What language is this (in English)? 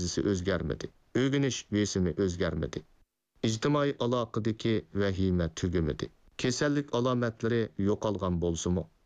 Uyghur